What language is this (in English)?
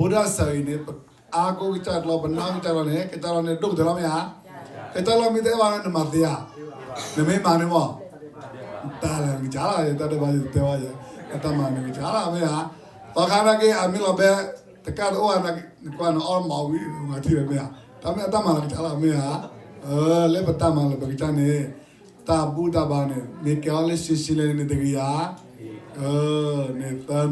S'gaw Karen